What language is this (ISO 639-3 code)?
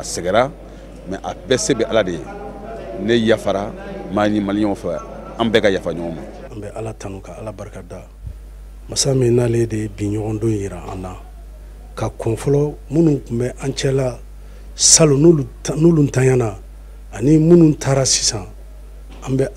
bam